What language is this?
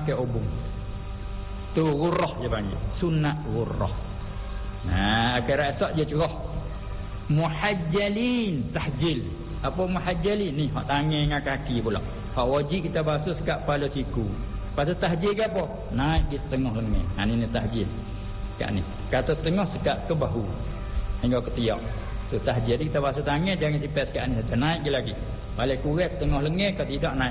Malay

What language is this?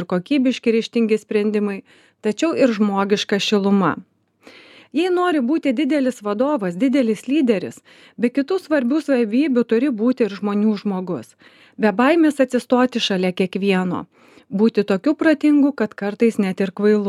Lithuanian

